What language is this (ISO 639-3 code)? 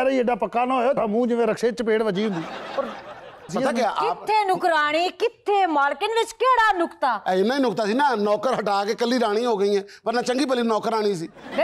pan